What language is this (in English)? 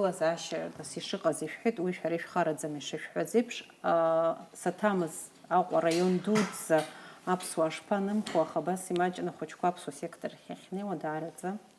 Abkhazian